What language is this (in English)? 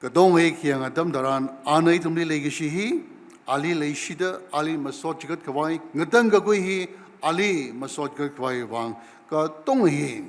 Tangkhul Naga (India)